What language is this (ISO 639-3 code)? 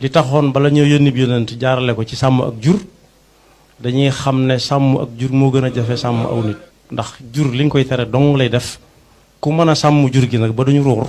wol